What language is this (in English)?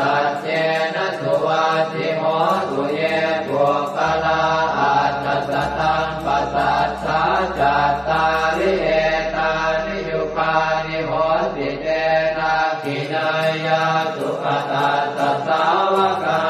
Pali